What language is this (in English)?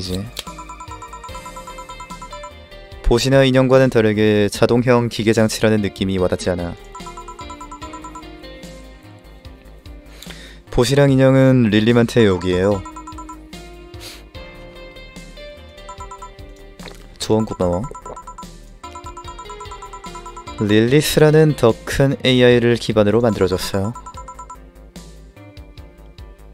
Korean